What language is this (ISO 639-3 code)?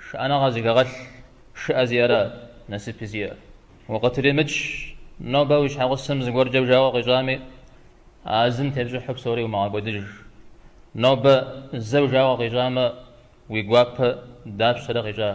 kbd